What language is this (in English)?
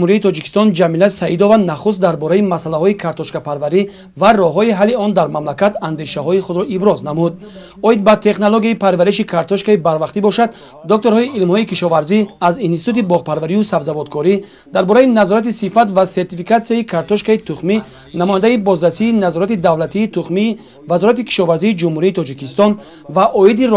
Tajik